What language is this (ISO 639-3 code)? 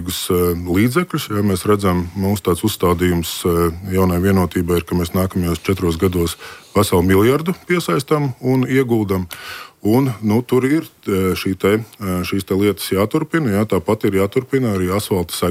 lav